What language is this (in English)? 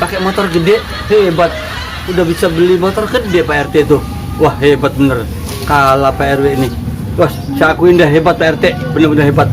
Betawi